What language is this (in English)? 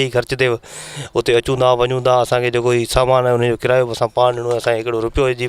Sindhi